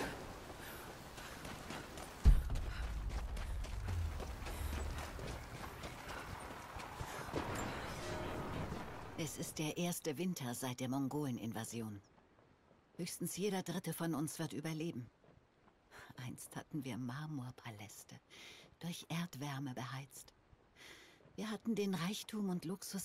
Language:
German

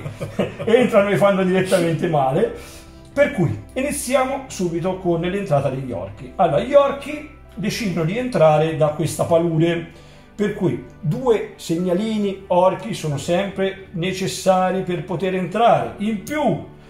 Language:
Italian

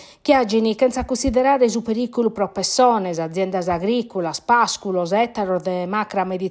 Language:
Sardinian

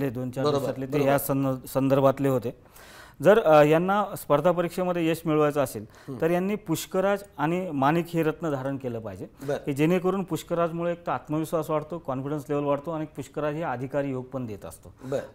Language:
Marathi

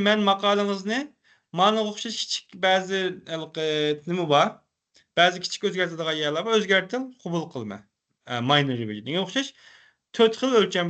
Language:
Uyghur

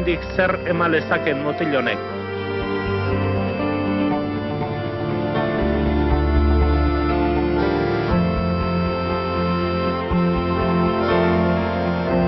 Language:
Basque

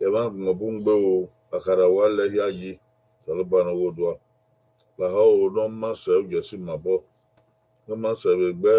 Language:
Bini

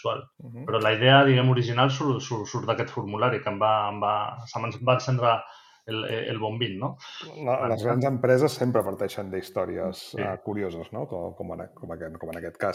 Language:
Catalan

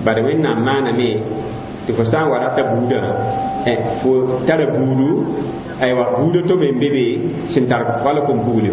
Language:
Mossi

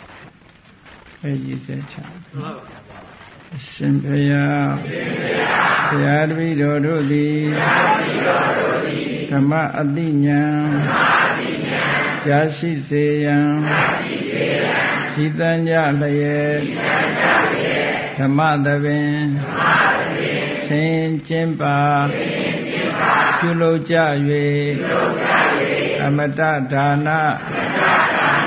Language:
Burmese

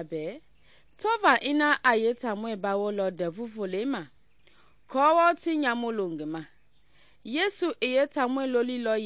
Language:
Mende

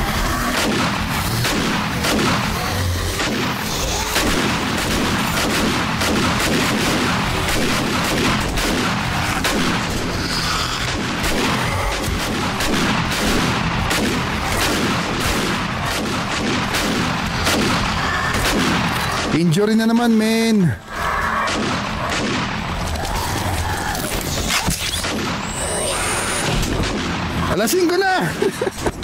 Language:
Filipino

